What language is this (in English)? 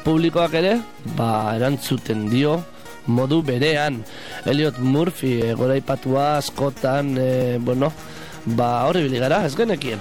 Basque